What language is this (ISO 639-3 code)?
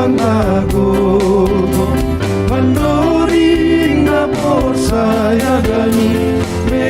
bts